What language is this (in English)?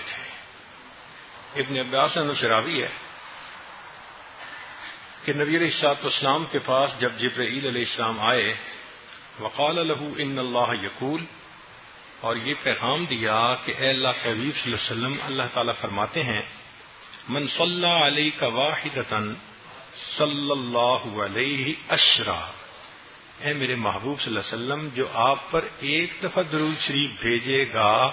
Urdu